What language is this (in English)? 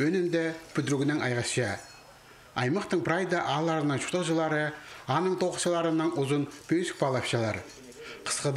Khakas